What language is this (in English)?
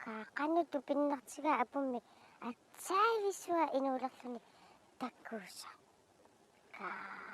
Kalaallisut